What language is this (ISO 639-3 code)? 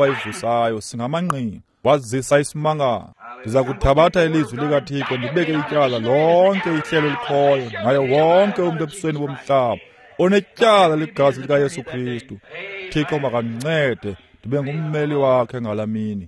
xho